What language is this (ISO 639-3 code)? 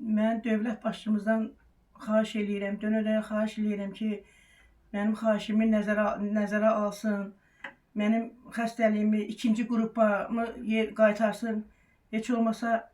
aze